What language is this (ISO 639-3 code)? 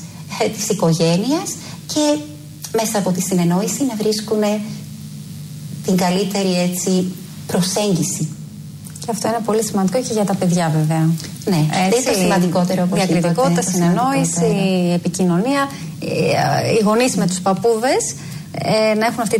ell